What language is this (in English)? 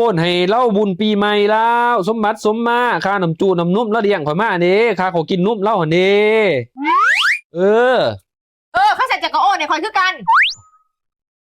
Lao